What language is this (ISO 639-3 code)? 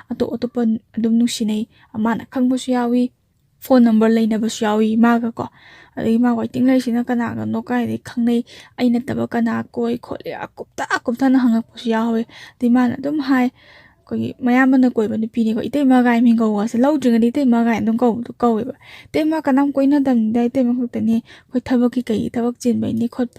mni